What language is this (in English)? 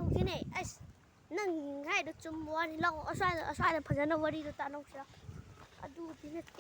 Manipuri